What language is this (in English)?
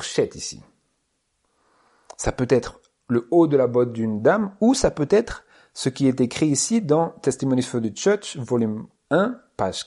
French